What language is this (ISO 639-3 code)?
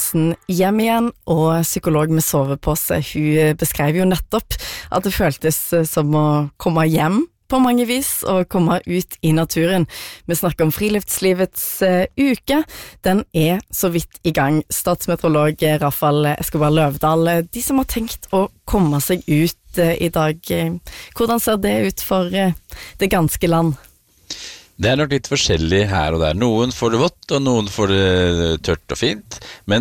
nor